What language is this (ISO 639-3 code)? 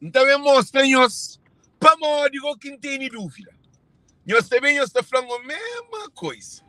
kea